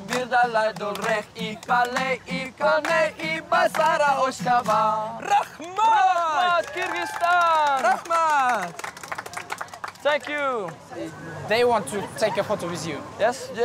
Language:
Norwegian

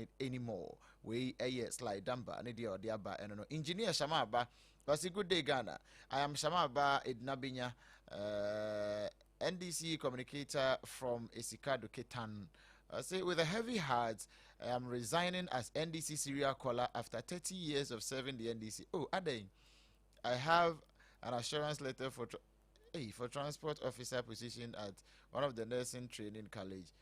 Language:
Akan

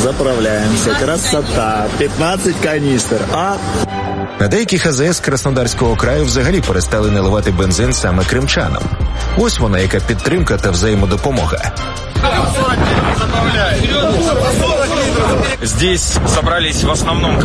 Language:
Ukrainian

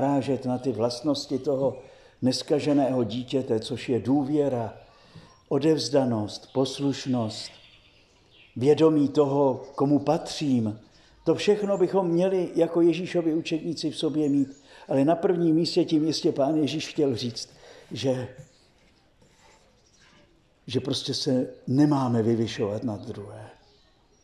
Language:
Czech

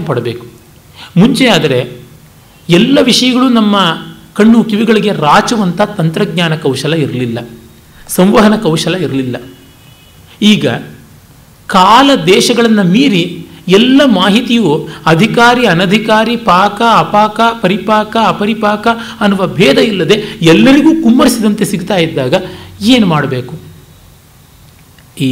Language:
Kannada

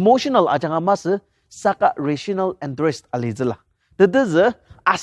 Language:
Ao Naga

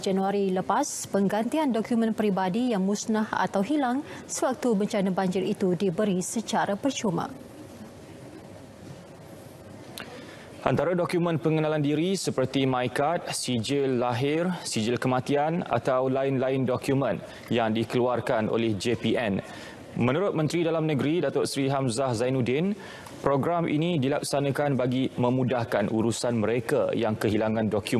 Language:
Malay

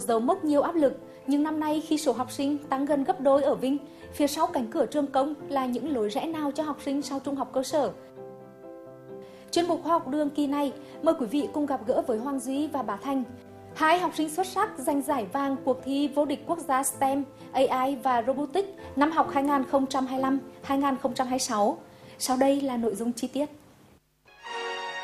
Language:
Vietnamese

